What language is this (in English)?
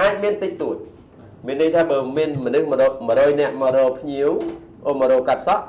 Khmer